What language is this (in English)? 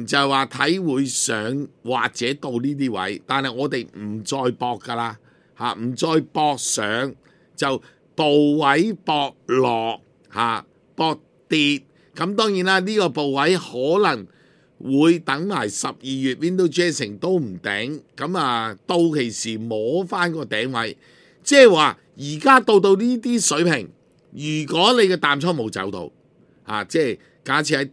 Cantonese